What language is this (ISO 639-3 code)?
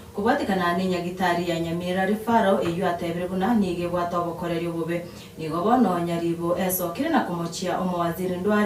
guz